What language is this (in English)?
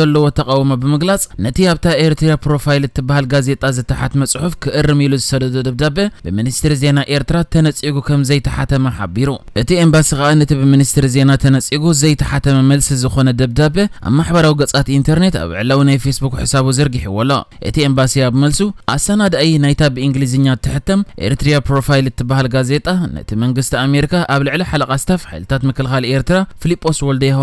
Tigrinya